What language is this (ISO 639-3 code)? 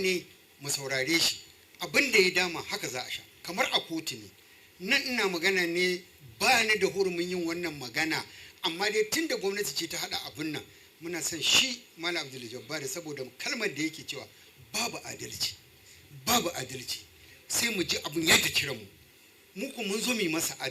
hau